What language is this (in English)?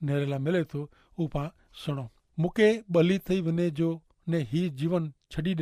Kachhi